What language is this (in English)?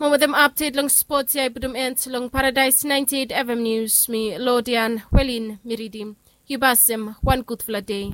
Bislama